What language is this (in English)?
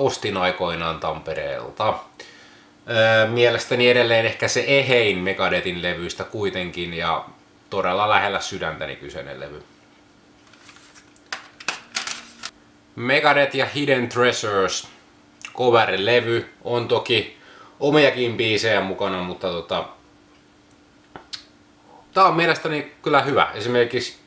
Finnish